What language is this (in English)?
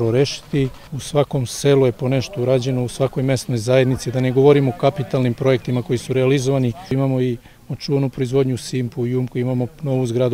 Serbian